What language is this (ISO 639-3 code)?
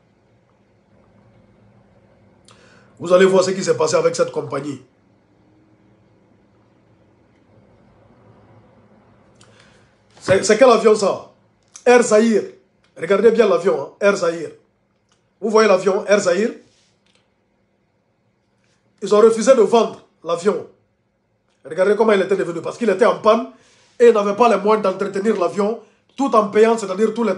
fra